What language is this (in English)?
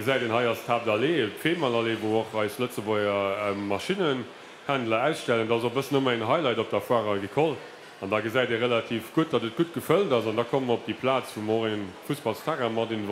Luxembourgish